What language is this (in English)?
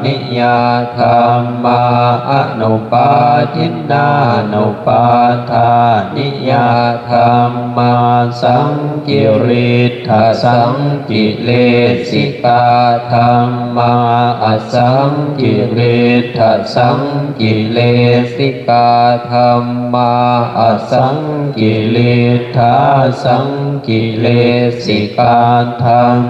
Pali